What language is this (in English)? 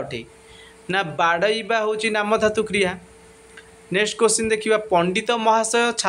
Odia